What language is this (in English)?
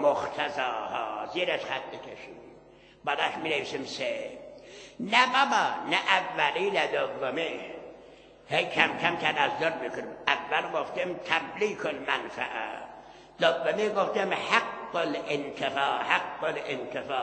Persian